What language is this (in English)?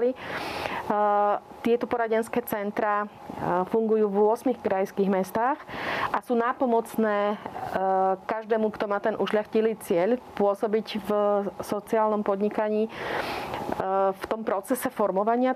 Slovak